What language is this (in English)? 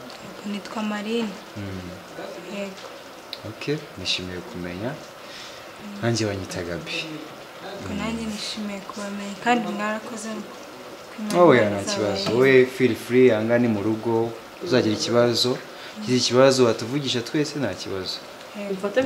Kinyarwanda